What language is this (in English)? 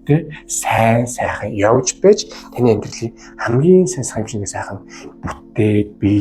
Mongolian